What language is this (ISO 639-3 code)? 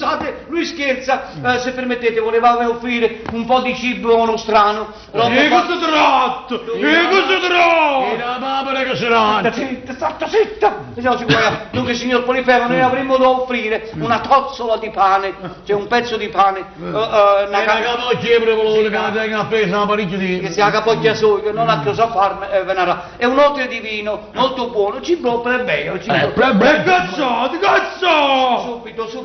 nap